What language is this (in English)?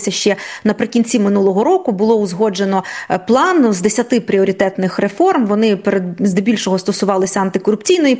Ukrainian